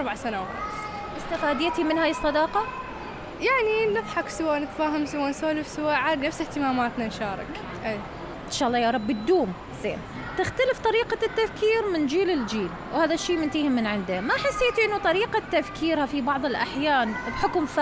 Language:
Mesopotamian Arabic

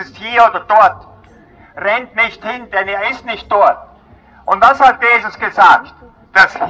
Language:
German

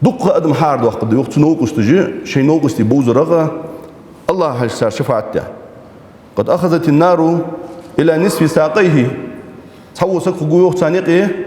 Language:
Ingush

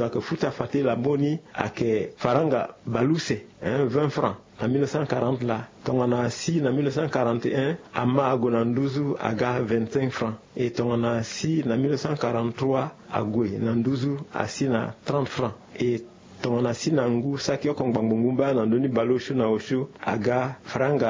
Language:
Sango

